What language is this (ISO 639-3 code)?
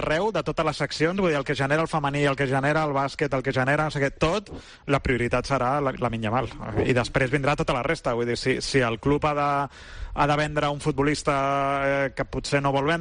cat